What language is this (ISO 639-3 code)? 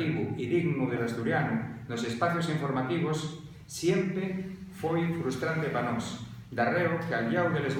ast